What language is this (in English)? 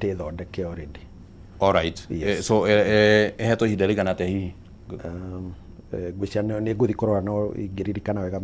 Kikuyu